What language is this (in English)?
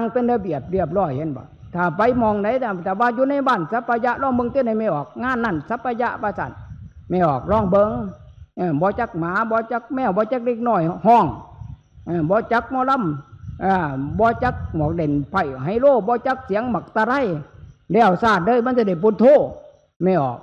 Northeastern Thai